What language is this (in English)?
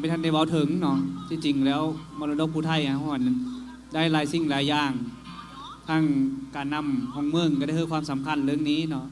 Lao